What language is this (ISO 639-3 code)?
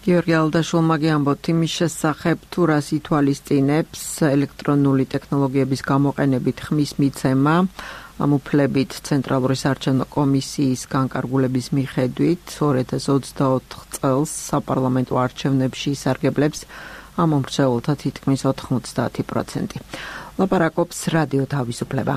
kat